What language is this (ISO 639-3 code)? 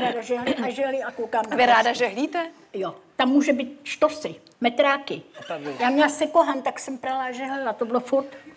ces